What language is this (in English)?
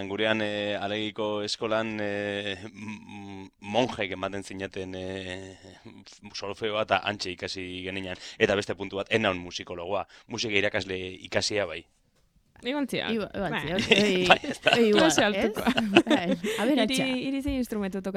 Basque